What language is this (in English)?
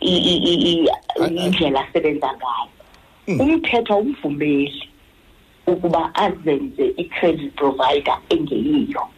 Xhosa